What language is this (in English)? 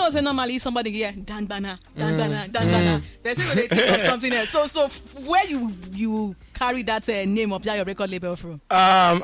Nigerian Pidgin